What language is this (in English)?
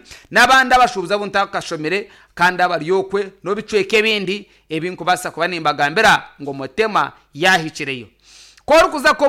Nyankole